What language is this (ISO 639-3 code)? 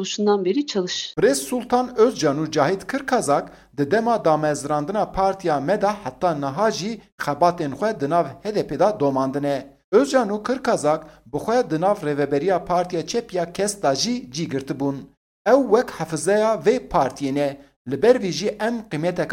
kur